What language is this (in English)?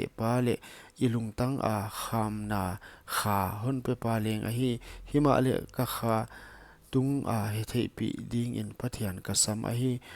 Paite Chin